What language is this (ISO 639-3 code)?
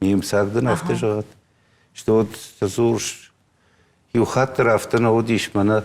oss